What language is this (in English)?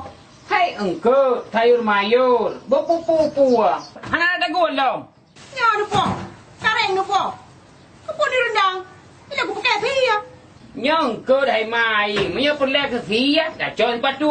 Achinese